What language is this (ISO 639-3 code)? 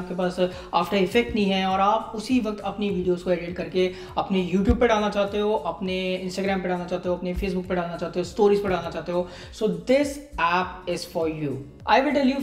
hin